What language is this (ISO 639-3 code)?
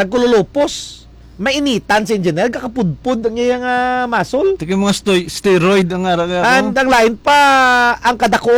hil